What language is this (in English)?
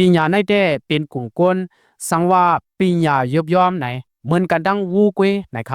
Shan